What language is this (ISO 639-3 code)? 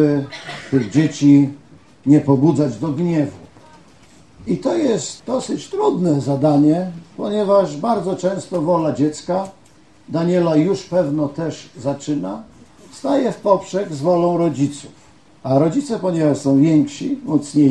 pol